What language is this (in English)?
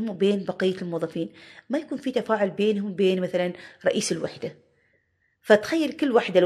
Gulf Arabic